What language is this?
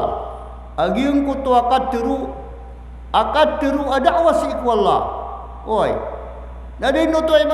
Maranao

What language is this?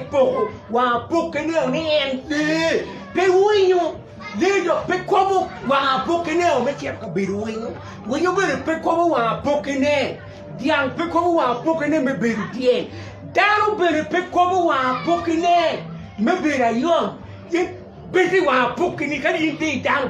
Acoli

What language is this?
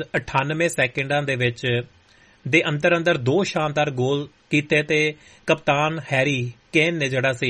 Punjabi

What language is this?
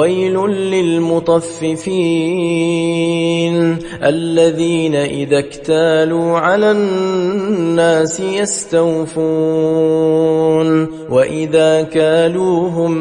Arabic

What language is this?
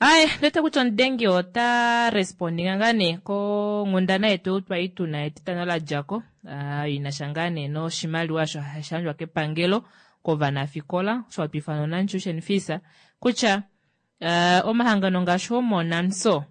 Kuanyama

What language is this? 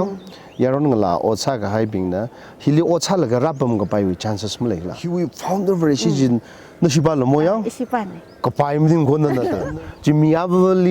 Tangkhul Naga (India)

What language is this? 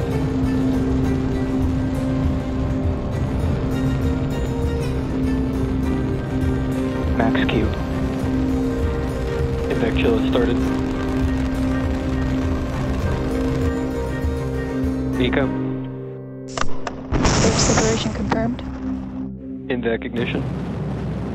English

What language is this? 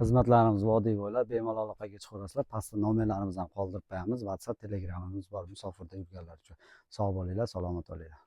Uzbek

